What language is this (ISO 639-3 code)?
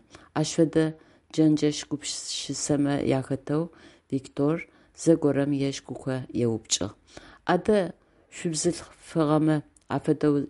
ady